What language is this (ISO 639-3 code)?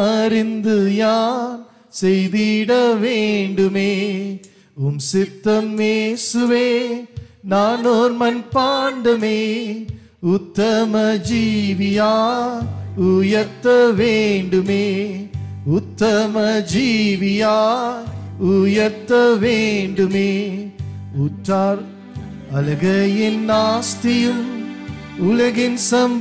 tam